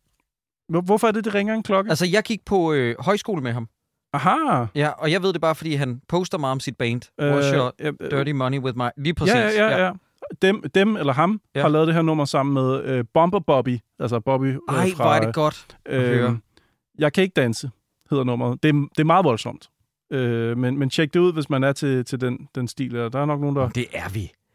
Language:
Danish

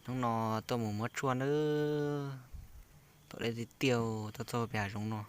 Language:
Hmong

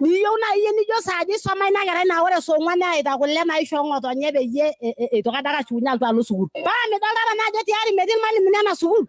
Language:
Masai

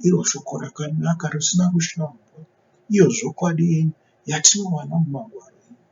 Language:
Shona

